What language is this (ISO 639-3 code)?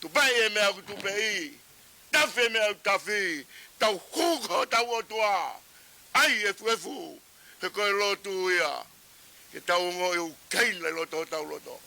ton